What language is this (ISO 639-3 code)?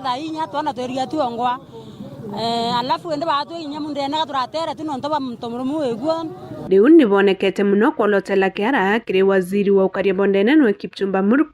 mer